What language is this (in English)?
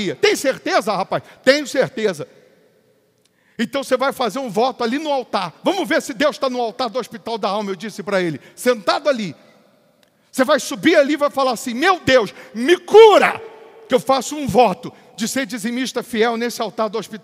Portuguese